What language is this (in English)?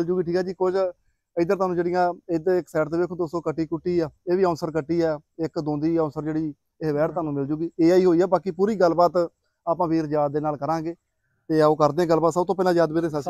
Punjabi